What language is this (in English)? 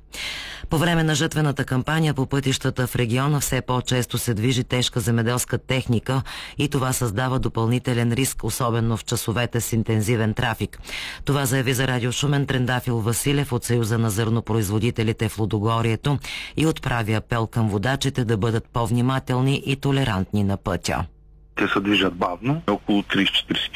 Bulgarian